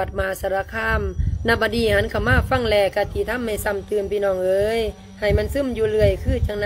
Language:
Lao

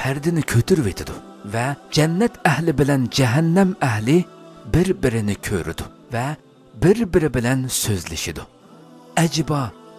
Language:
Uyghur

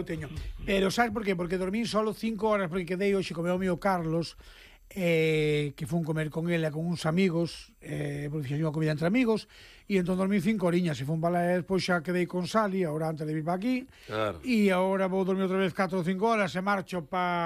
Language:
Galician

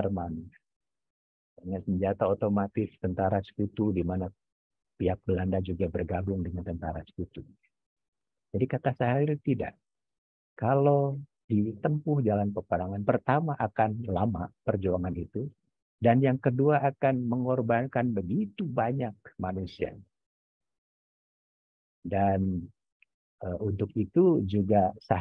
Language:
Indonesian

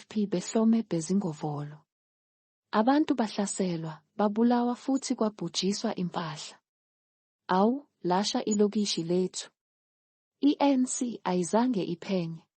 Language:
Zulu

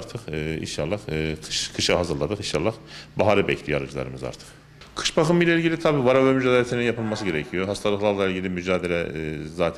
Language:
Turkish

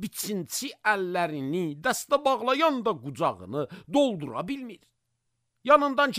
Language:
Azerbaijani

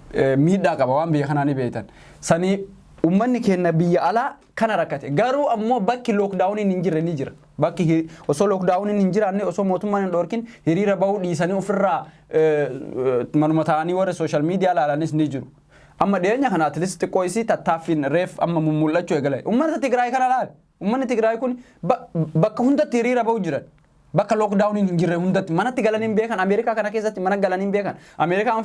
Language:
Oromo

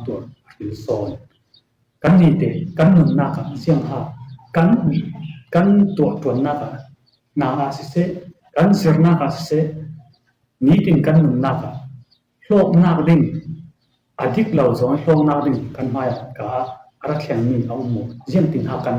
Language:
Falam Chin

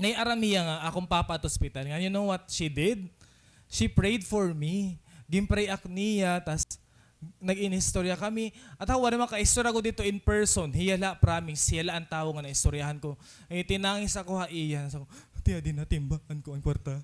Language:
Waray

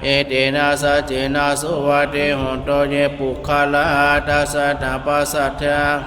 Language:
Pali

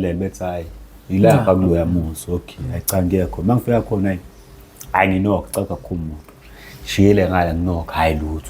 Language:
Zulu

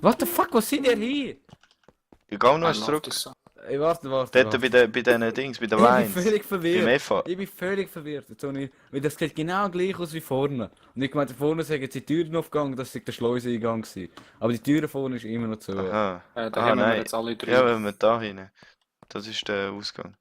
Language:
Swiss German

